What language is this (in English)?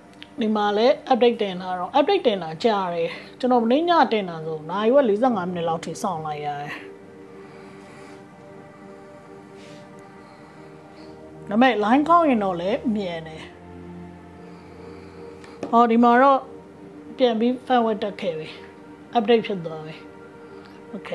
Burmese